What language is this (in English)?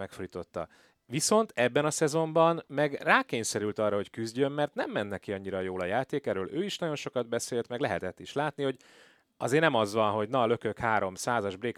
Hungarian